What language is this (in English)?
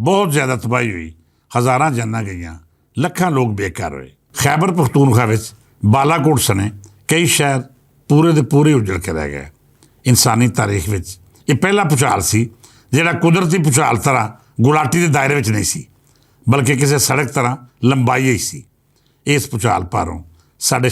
Western Panjabi